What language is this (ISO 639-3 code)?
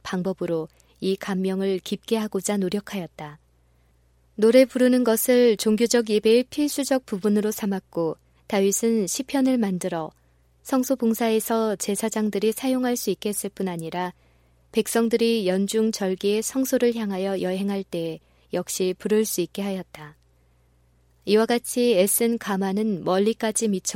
kor